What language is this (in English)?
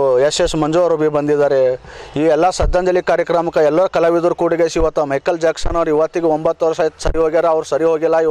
Kannada